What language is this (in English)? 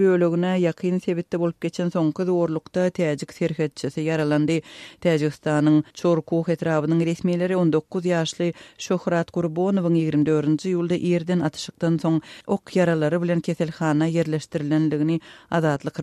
Turkmen